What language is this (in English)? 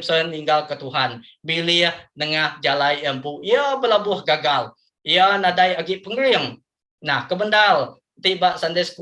Iban